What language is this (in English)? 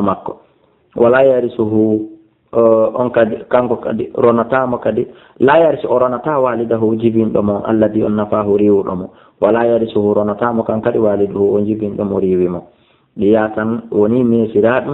Fula